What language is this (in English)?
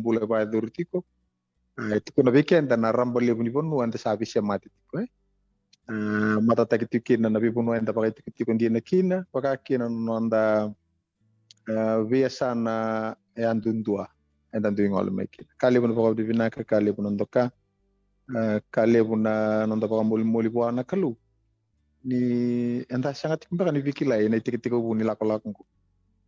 Fijian